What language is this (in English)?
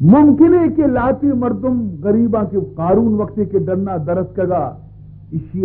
Baluchi